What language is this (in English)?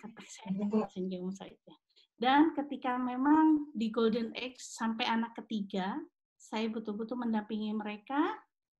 Indonesian